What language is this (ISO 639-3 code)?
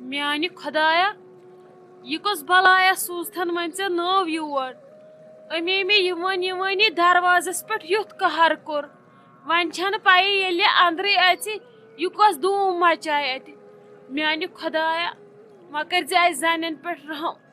kas